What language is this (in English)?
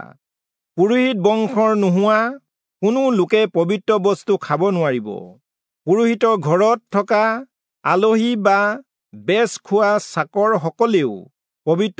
Assamese